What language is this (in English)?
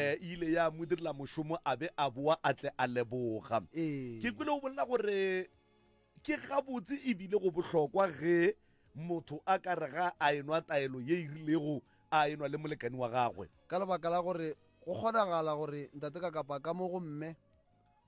Northern Sotho